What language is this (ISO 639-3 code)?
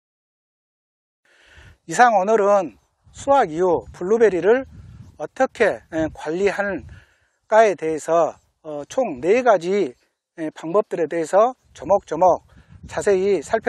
kor